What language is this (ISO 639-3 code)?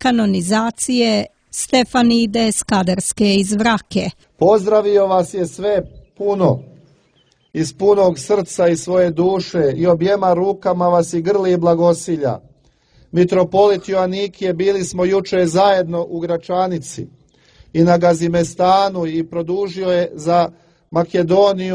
srp